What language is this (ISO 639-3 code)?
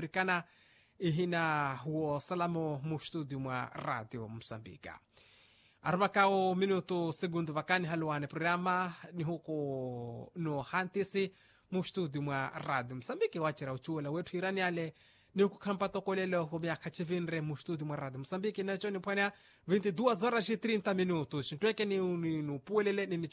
vmw